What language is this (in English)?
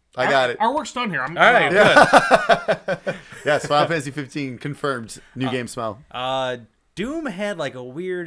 English